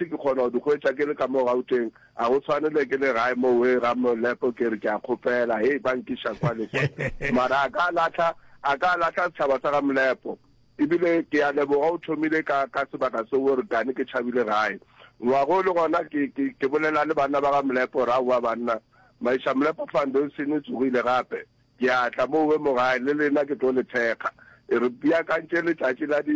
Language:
Northern Sotho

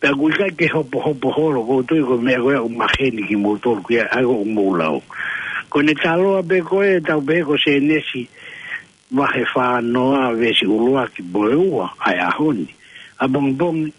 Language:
Tongan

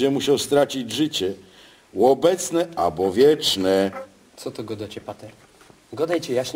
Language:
Silesian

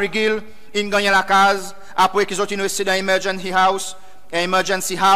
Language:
Seselwa Creole French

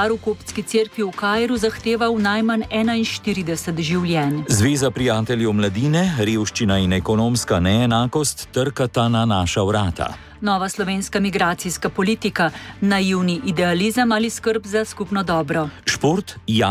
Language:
Slovenian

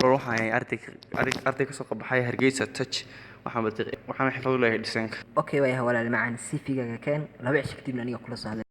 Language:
Somali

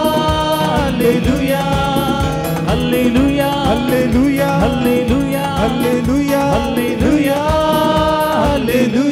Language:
Kannada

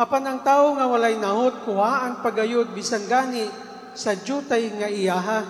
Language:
Cebuano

